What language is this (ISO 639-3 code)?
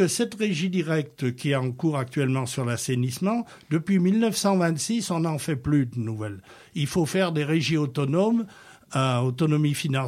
fra